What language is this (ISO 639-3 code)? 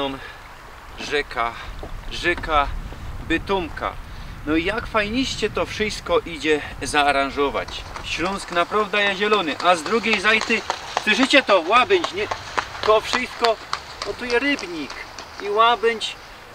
szl